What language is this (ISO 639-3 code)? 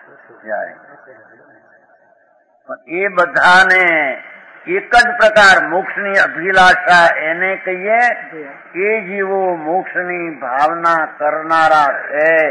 guj